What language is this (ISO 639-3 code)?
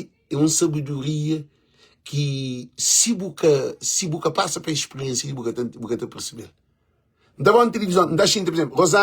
kea